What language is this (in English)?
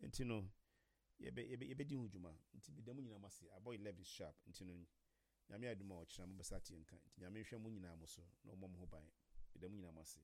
Akan